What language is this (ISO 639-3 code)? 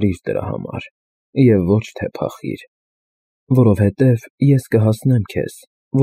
hye